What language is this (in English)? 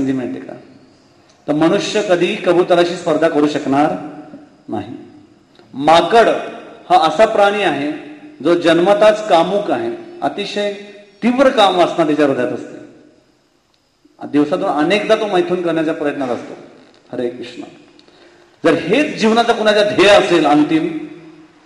Marathi